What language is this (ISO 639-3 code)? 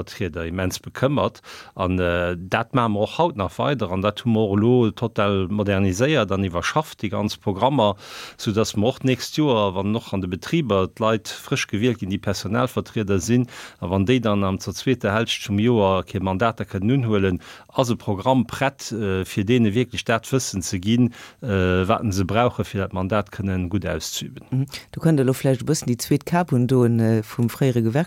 ltz